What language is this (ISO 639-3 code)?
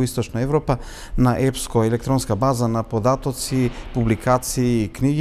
mkd